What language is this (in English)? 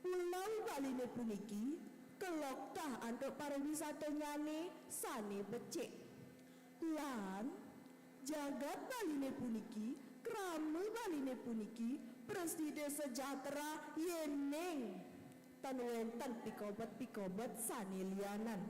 Balinese